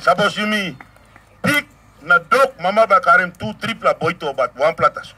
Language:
Tok Pisin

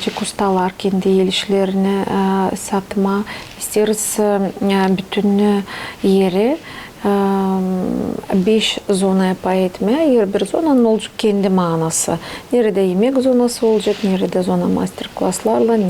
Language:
Gagauz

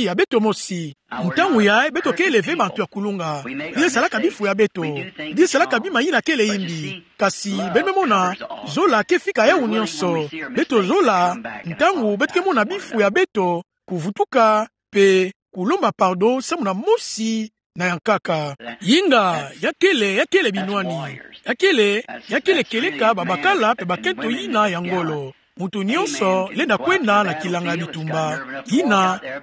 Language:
Kituba (Democratic Republic of Congo)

